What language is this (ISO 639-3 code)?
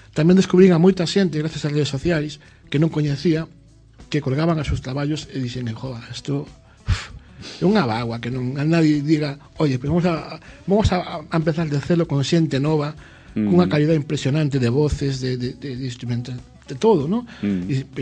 glg